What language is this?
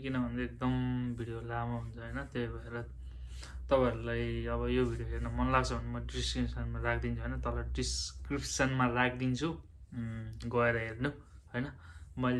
Nepali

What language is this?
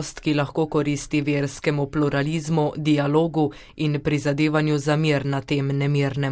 Slovenian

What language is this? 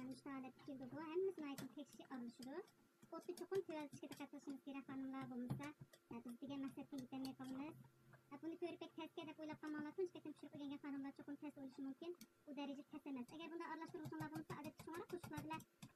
Uyghur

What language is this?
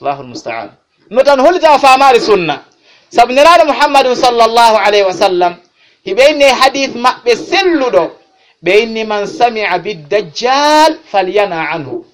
Fula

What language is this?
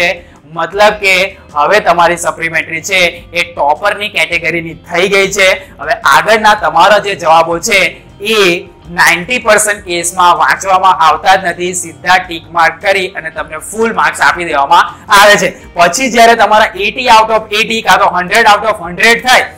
Gujarati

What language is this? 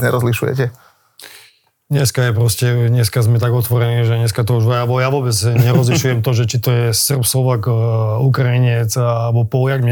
Slovak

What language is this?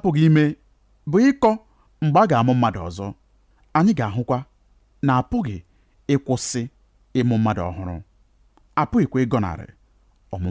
Igbo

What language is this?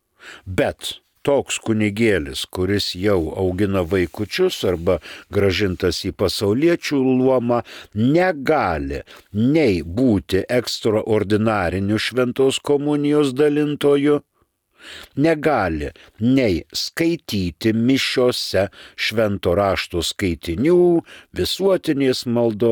Lithuanian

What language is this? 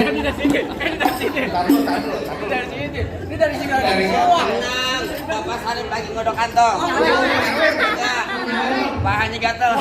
Betawi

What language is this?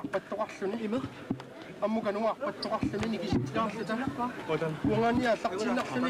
Kalaallisut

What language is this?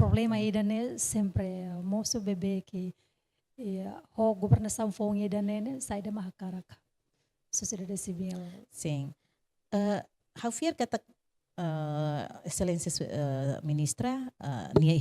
Tetum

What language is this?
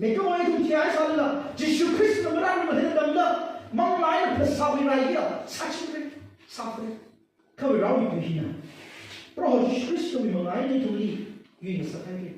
Tangkhul Naga (India)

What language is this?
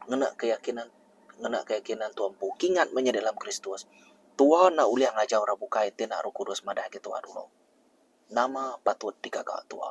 Iban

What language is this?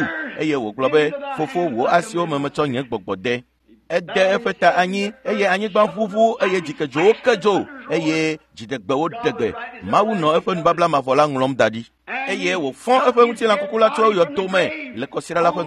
Ewe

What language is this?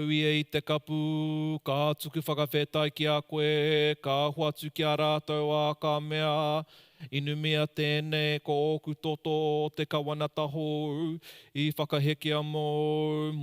Māori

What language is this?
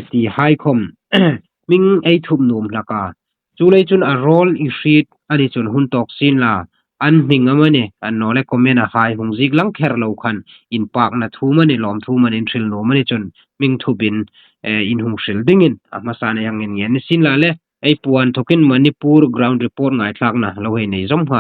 Hmar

